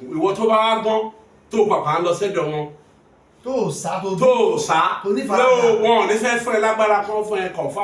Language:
Yoruba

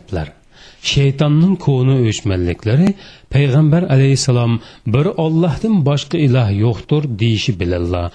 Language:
Uyghur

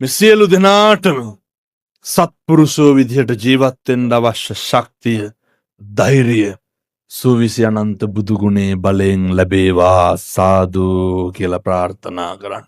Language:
Sinhala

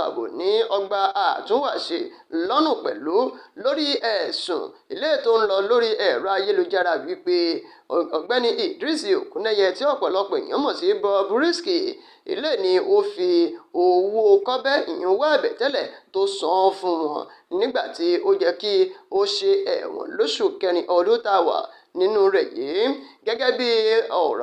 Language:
Yoruba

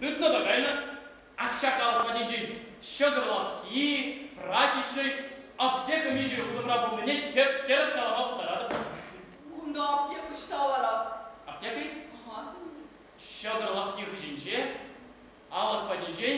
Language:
Chuvash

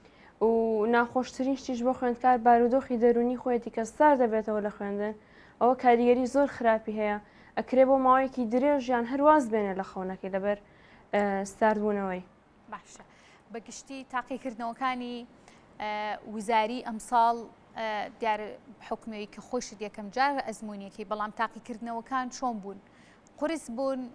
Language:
Central Kurdish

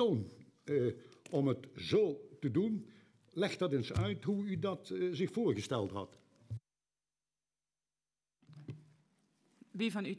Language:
Dutch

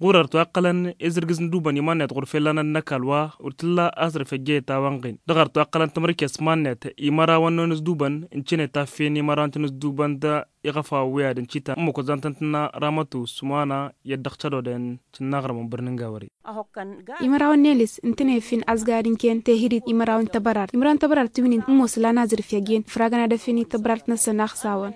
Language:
Tamasheq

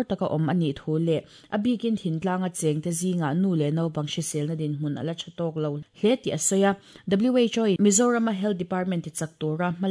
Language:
Mizo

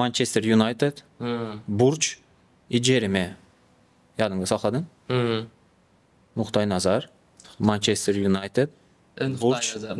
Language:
Turkmen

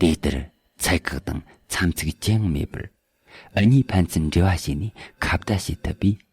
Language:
Tibetan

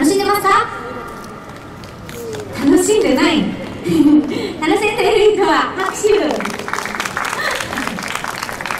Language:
Japanese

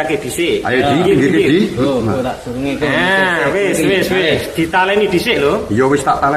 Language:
Javanese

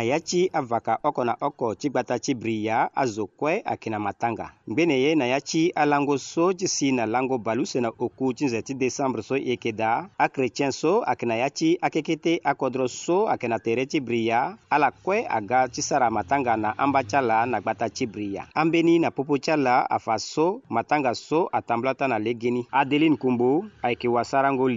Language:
Sango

